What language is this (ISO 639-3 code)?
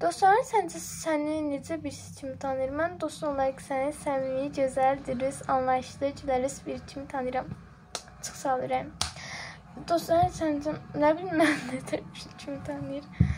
aze